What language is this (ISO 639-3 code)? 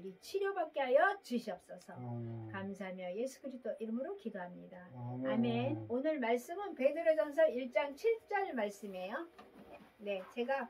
kor